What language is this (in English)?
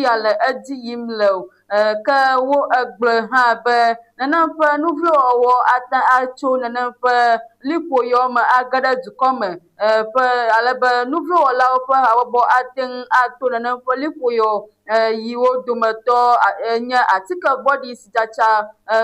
Ewe